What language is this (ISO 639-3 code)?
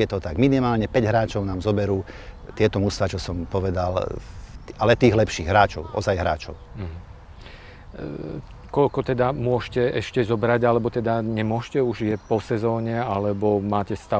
slk